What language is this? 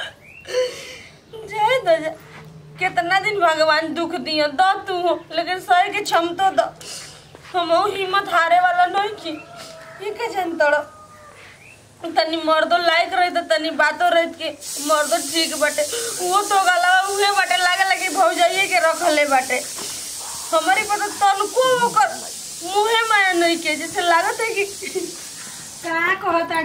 Bhojpuri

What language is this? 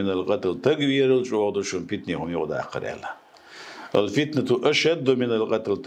Chechen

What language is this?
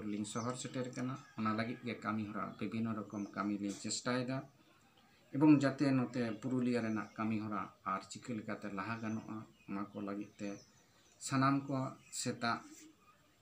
Santali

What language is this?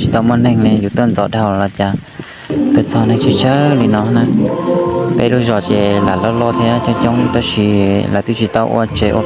Hmong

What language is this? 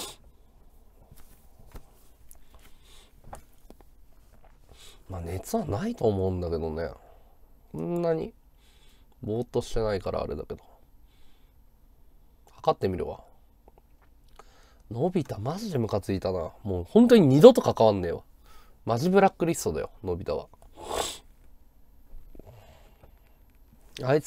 Japanese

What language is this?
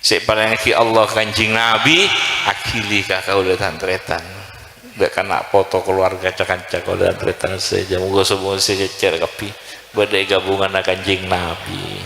Madurese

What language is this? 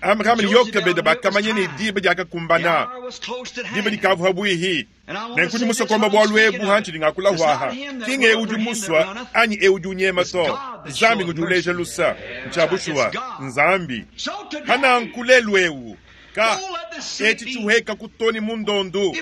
Luba-Lulua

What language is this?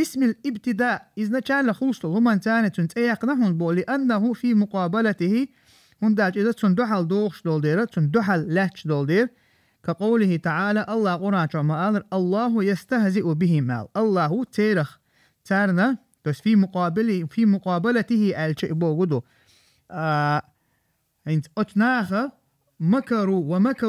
Chechen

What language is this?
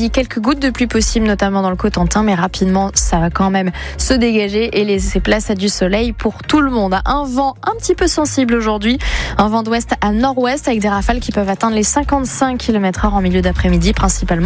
French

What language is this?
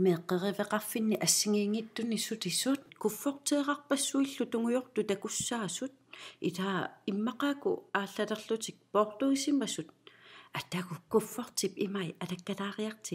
Kalaallisut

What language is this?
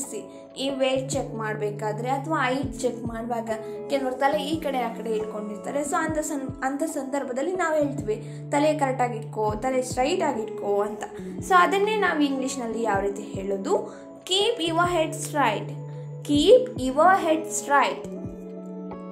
Kannada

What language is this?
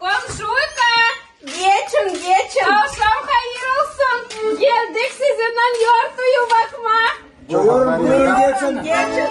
Gagauz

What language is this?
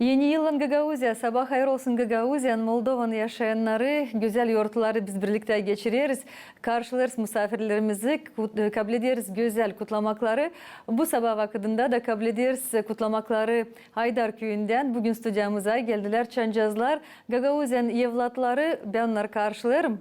Gagauz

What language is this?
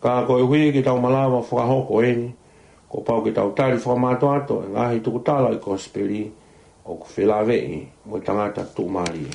Tongan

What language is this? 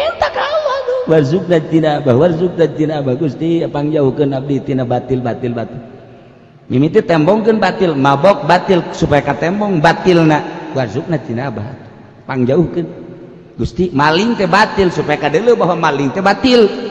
Sundanese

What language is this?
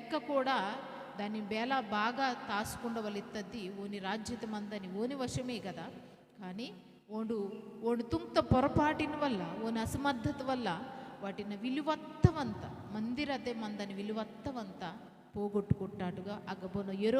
Koya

